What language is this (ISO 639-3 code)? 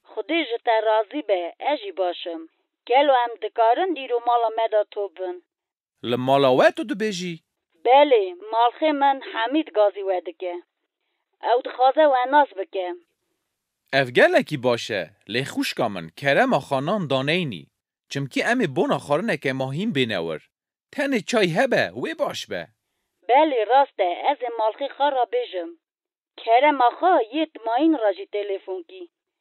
kur